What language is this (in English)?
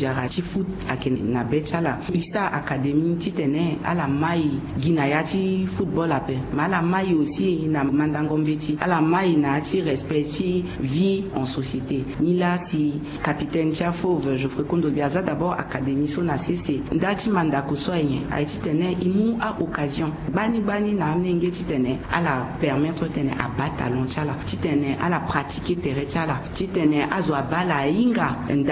Sango